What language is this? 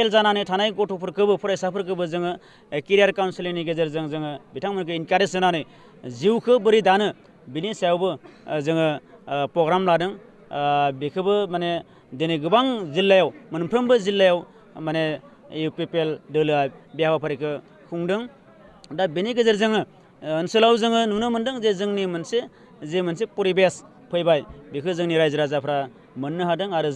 Bodo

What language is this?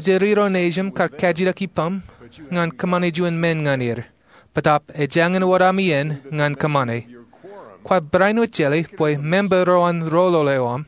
Marshallese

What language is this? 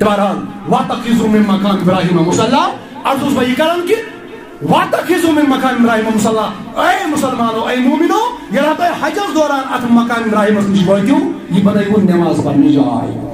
Kashmiri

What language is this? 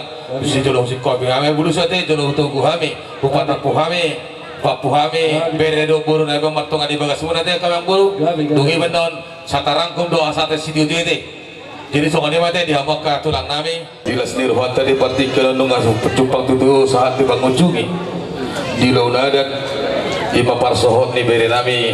Batak Toba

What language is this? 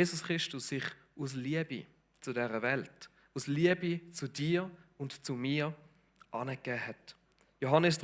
Swiss German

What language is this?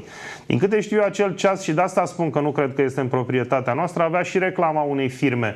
Romanian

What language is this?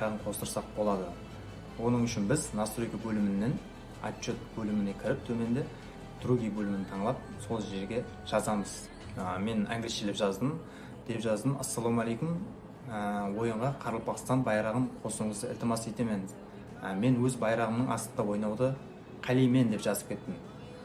Kara-Kalpak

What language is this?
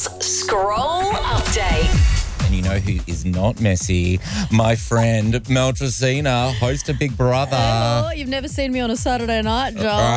English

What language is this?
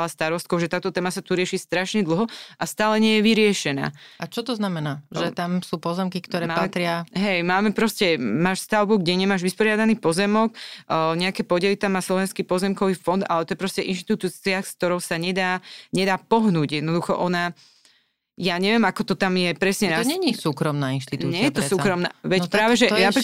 Slovak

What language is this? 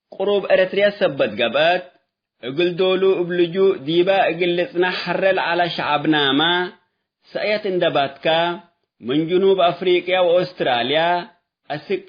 Tigre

